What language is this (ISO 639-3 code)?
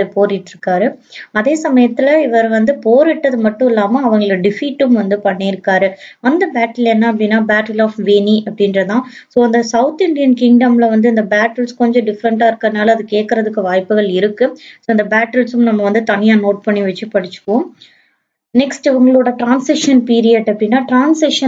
tam